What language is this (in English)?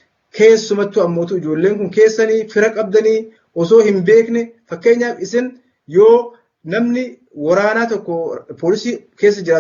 Oromo